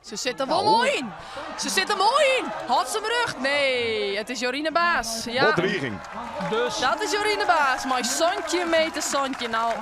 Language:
Western Frisian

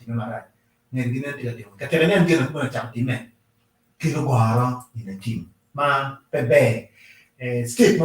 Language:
Acoli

